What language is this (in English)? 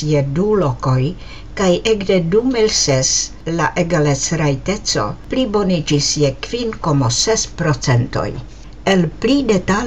Esperanto